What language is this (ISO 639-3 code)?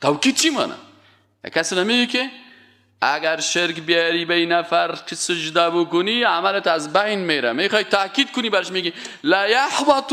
fas